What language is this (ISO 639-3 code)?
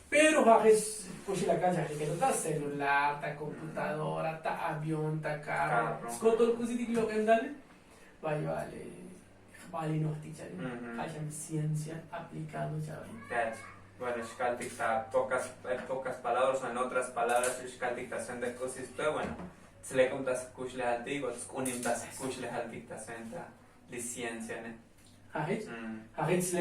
tzo